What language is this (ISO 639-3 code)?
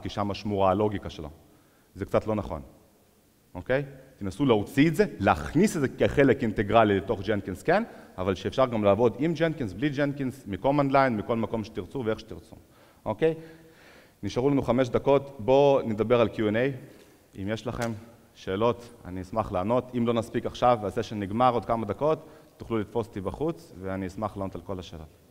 heb